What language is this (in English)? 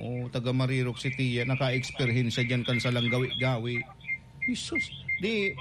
Bikol